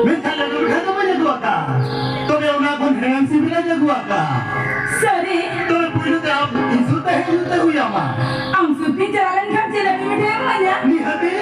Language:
Santali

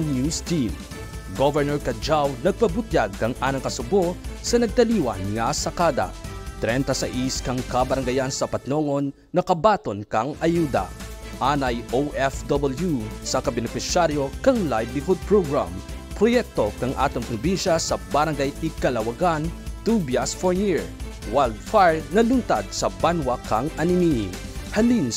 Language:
Kinaray-a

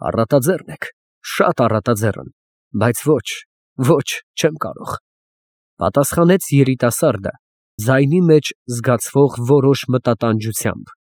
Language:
Armenian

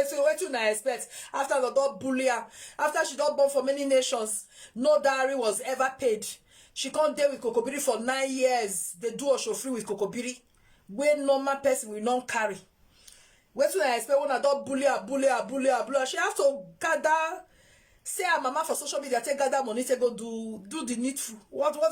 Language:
Nigerian Pidgin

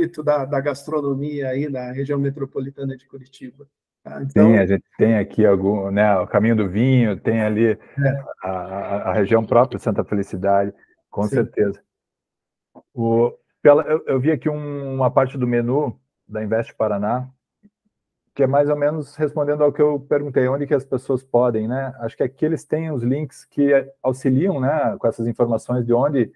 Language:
Portuguese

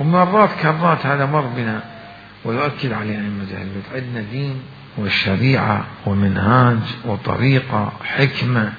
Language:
Mesopotamian Arabic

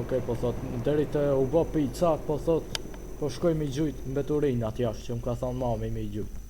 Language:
Albanian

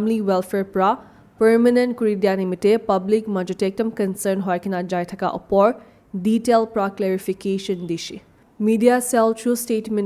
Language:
Naga Pidgin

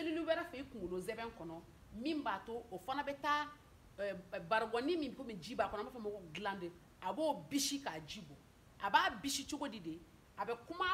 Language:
Bambara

